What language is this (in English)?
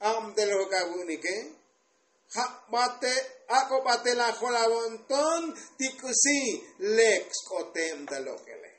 Tzotzil